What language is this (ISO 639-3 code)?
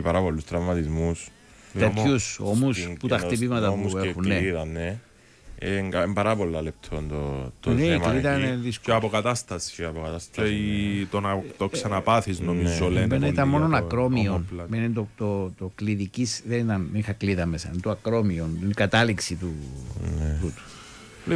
ell